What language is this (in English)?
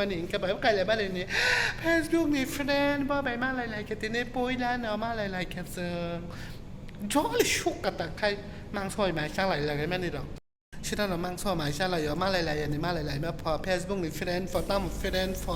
Kok Borok